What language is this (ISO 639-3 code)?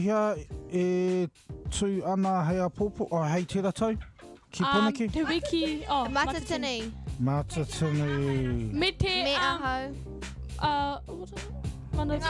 mri